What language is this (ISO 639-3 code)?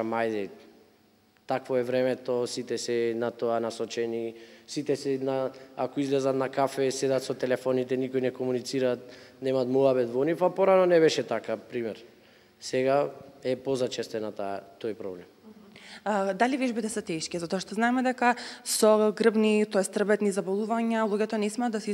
mkd